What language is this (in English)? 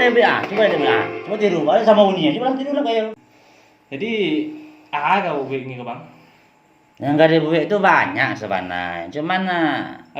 Minangkabau